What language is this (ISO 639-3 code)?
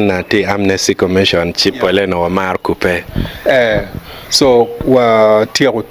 ach